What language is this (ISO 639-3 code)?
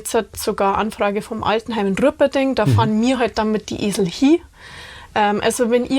bar